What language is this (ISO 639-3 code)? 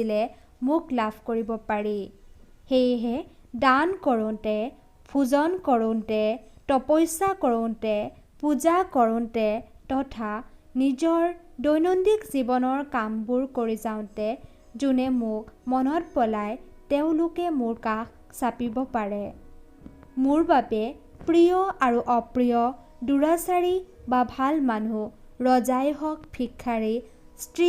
asm